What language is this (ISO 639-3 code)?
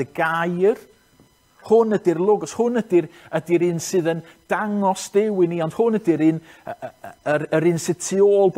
cym